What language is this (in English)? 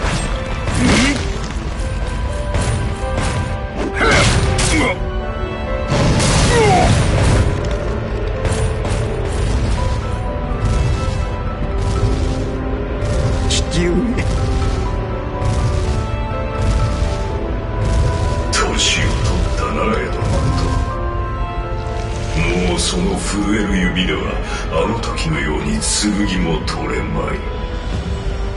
Japanese